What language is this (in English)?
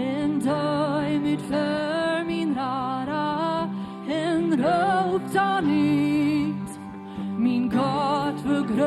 Plautdietsch